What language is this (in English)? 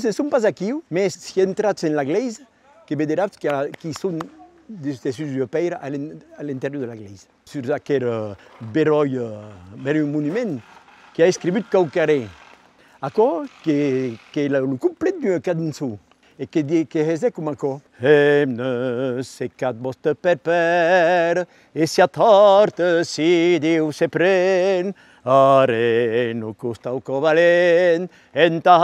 Occitan